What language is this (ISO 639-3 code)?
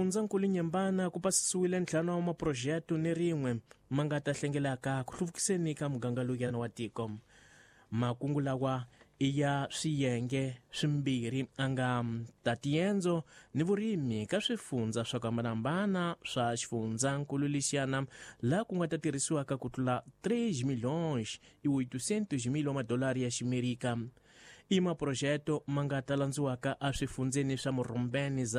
tso